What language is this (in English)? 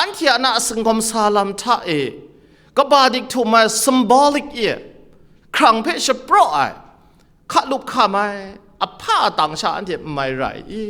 Kachin